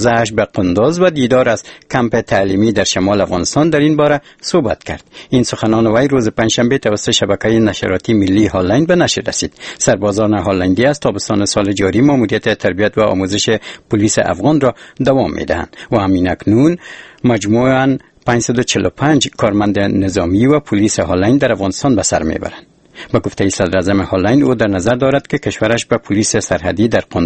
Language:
Persian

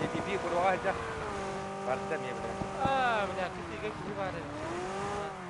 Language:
Yakut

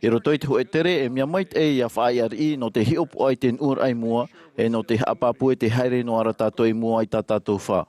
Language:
Tahitian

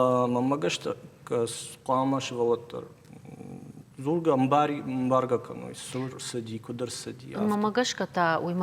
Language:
Ossetic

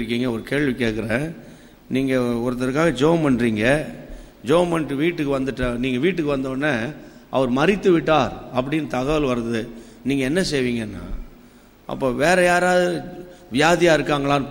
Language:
Tamil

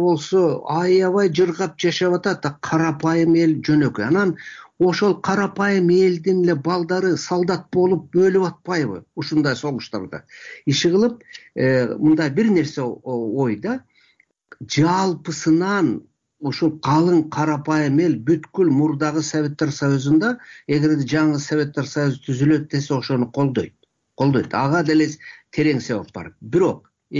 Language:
Kyrgyz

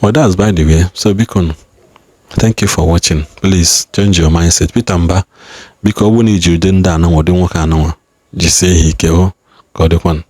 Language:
Igbo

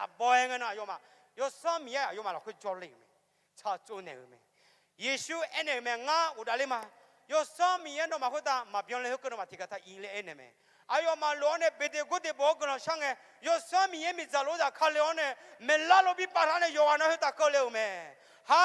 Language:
Akha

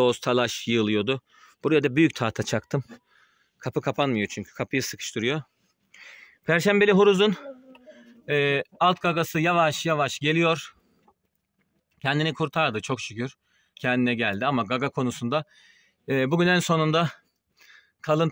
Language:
Turkish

